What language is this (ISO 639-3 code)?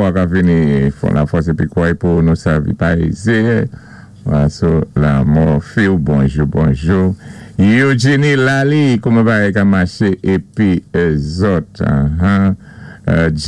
acf